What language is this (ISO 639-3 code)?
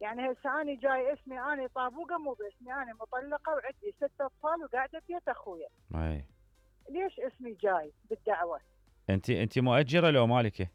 acm